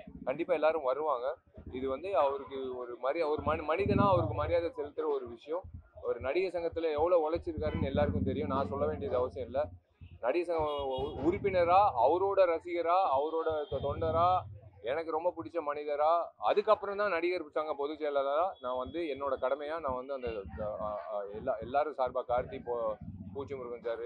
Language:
Tamil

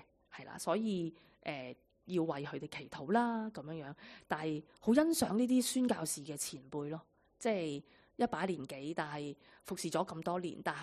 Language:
Cantonese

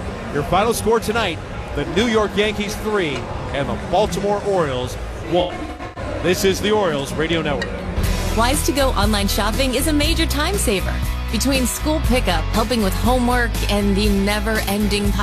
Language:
English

